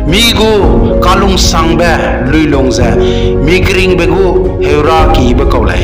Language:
Zeme Naga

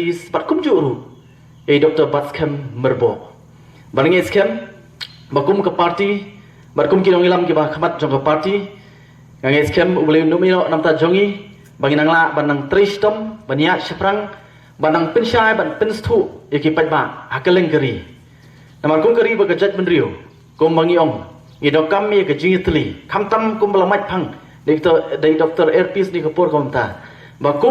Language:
Khasi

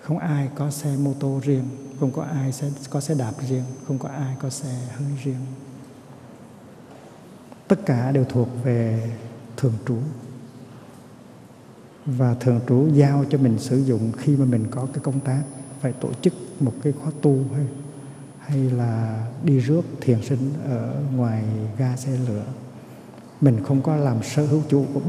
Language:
Vietnamese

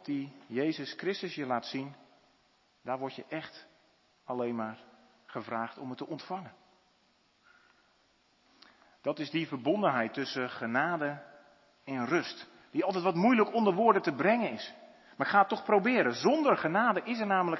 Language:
Dutch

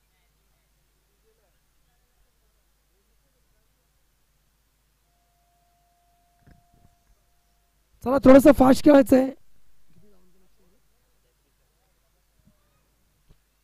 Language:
Marathi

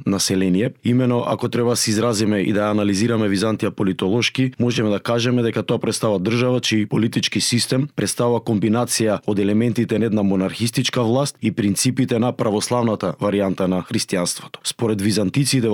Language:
Macedonian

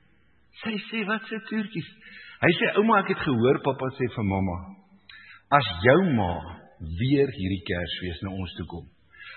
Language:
Afrikaans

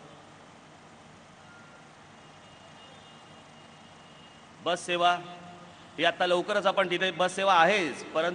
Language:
Marathi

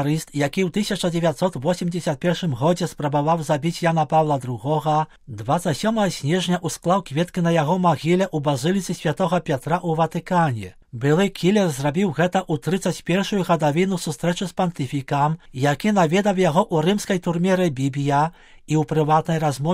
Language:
Belarusian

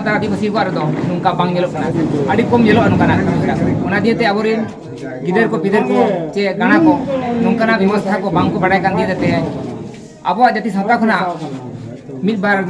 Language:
Santali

